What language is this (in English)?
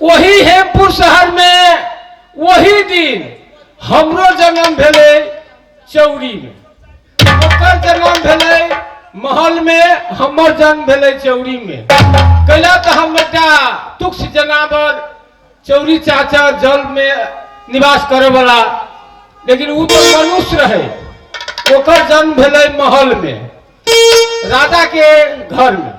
Maithili